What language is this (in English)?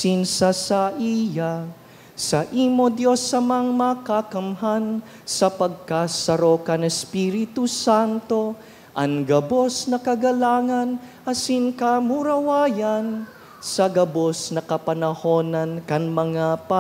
Bikol